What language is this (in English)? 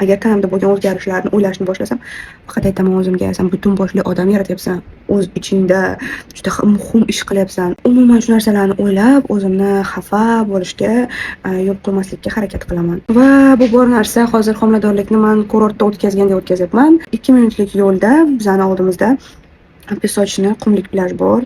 Uzbek